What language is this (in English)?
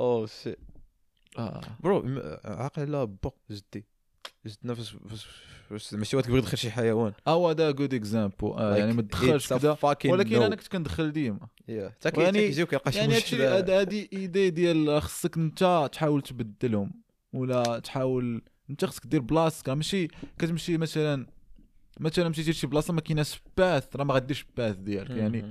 Moroccan Arabic